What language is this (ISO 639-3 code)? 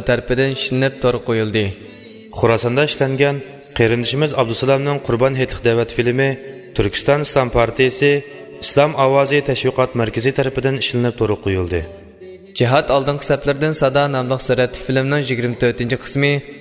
uig